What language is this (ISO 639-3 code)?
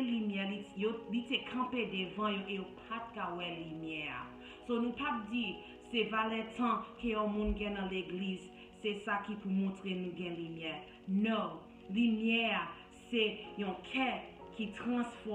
hat